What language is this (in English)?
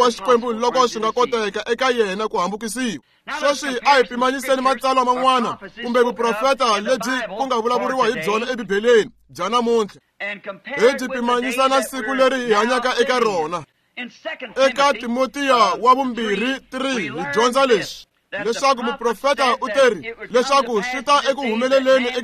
Tsonga